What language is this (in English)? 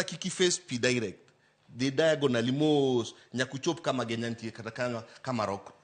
Luo (Kenya and Tanzania)